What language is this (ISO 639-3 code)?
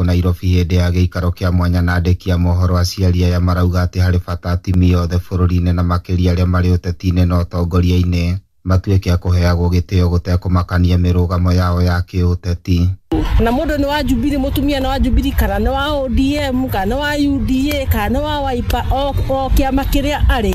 kik